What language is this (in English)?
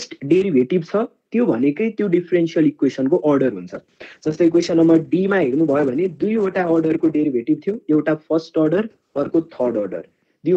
Nepali